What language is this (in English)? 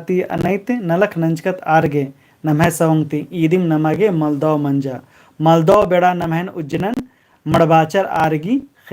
Kurukh